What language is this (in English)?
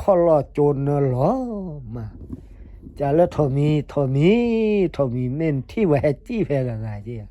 S'gaw Karen